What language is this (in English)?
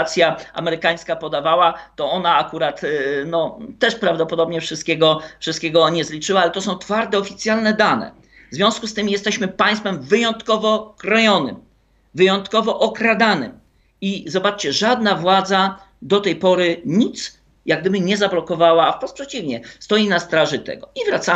Polish